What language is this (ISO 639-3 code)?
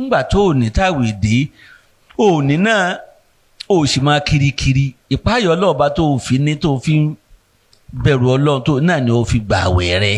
yor